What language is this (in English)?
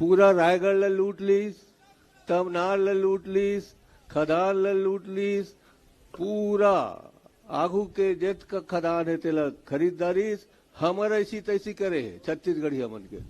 Chhattisgarhi